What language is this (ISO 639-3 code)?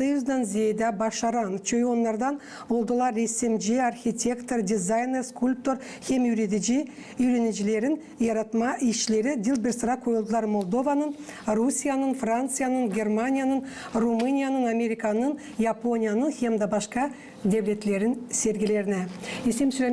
gag